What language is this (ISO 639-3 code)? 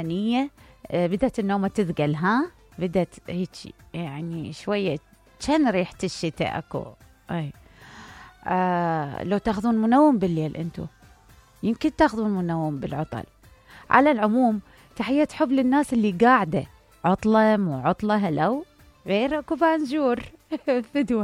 acm